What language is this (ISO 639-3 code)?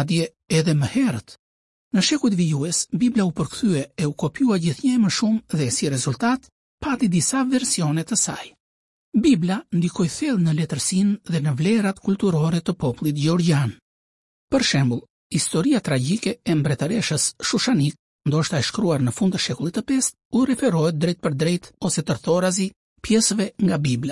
sqi